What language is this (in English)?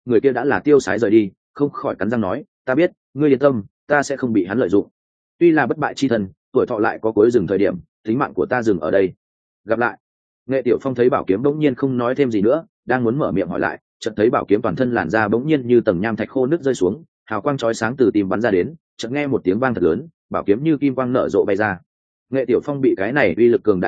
Vietnamese